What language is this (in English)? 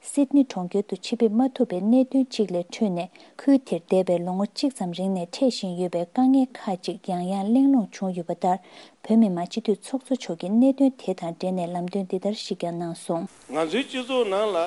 Tibetan